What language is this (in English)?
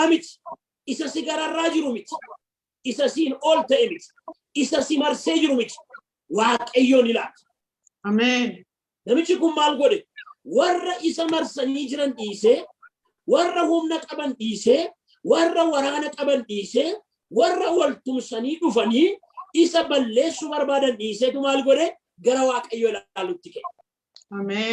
Oromo